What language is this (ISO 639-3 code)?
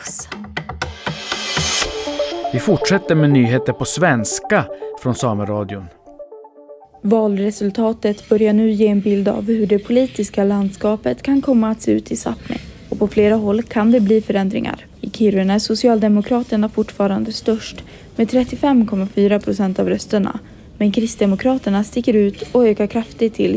swe